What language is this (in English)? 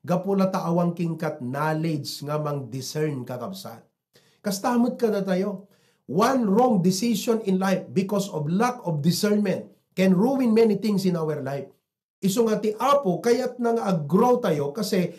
Iloko